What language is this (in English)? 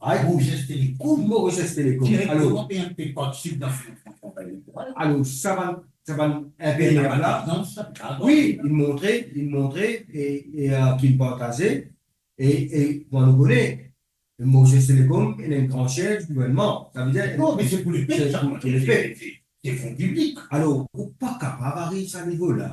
Morisyen